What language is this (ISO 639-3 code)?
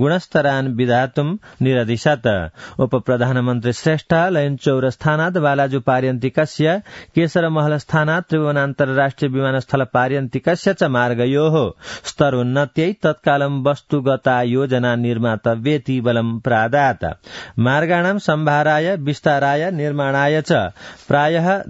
san